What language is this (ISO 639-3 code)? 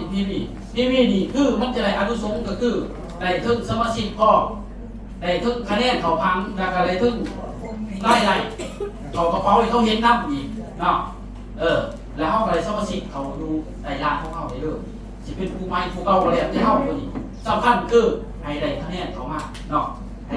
lao